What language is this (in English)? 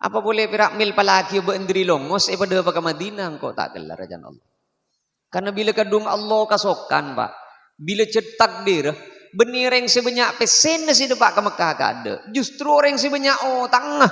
Madurese